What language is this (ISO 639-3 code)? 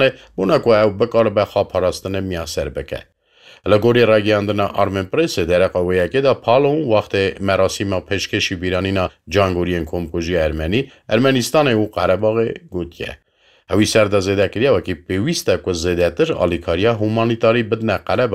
kur